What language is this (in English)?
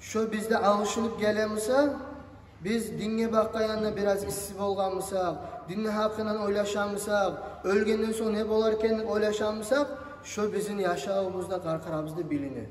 Kumyk